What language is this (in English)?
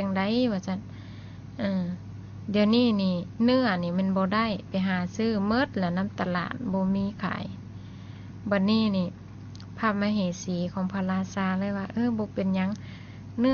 Lao